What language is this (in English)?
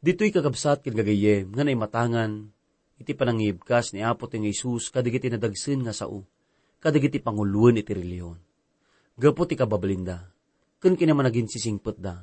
Iloko